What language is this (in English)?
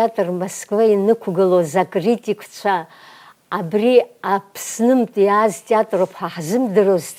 Abkhazian